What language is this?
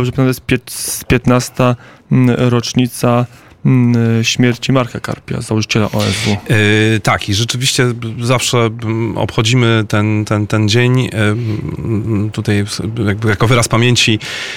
Polish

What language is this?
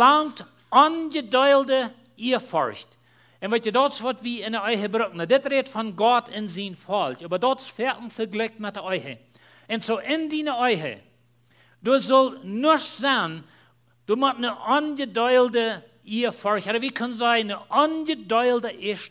Plautdietsch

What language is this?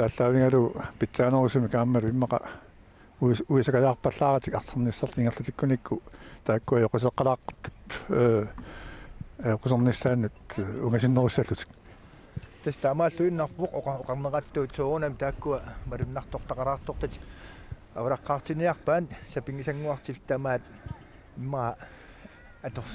Kalaallisut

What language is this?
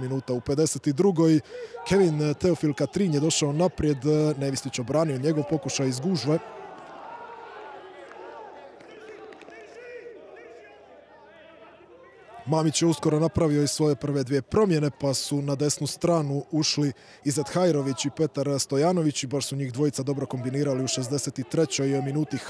Croatian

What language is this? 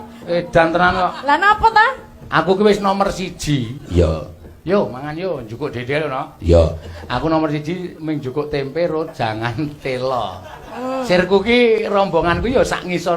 Javanese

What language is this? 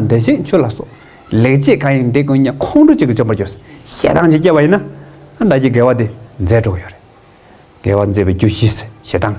Tibetan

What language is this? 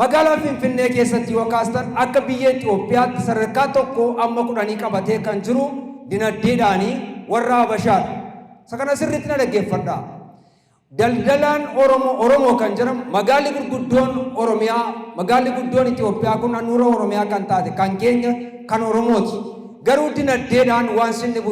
Oromo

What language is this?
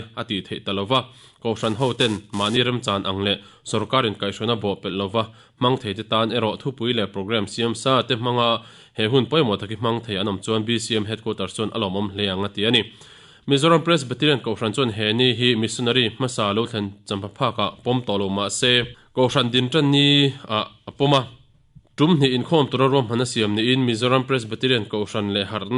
Mizo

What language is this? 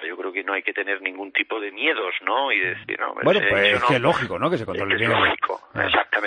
Spanish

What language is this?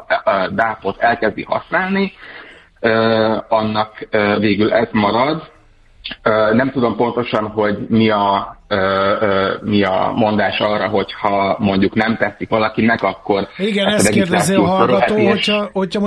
Hungarian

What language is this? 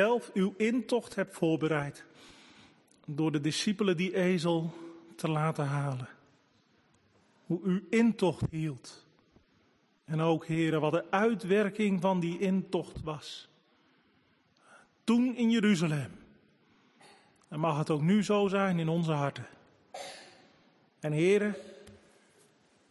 Dutch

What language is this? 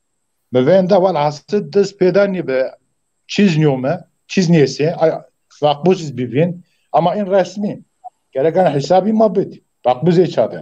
Zaza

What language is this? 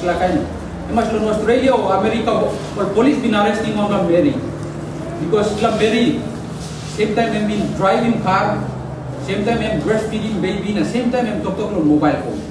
Tok Pisin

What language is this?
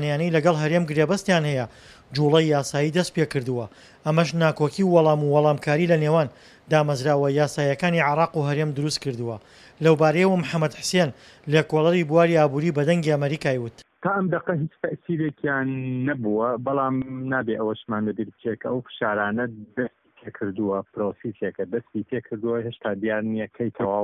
Central Kurdish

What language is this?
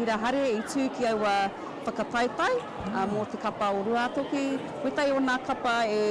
Māori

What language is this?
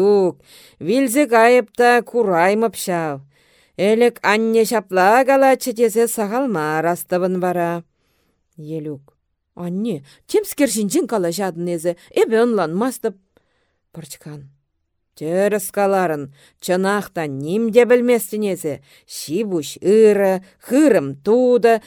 Chuvash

